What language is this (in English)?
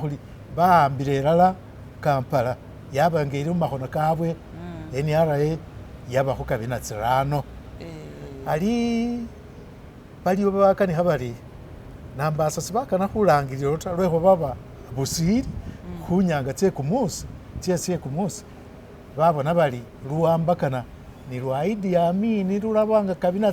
Masaaba